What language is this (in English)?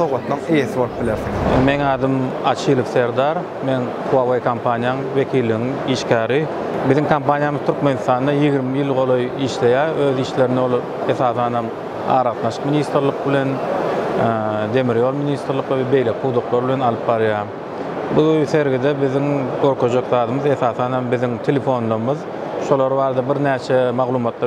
Turkmen